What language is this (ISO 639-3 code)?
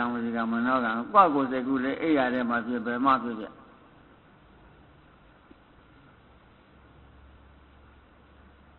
mya